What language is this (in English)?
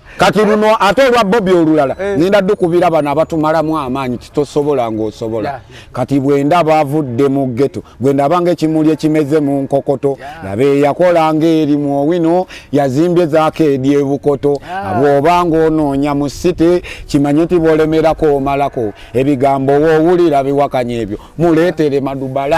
Ganda